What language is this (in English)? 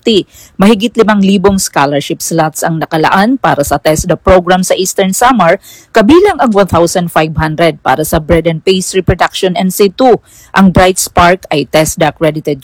Filipino